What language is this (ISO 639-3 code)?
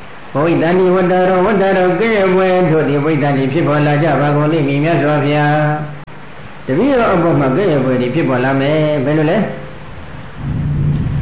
mya